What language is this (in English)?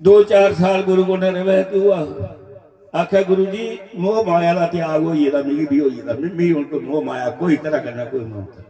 Dogri